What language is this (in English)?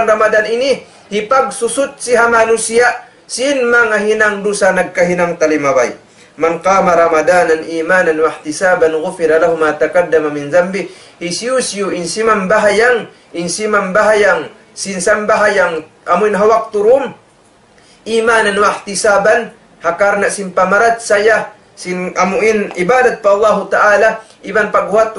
Tausug